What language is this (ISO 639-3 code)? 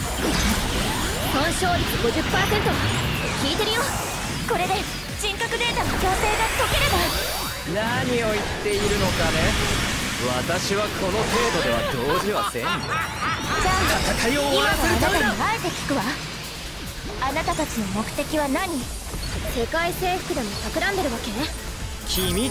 jpn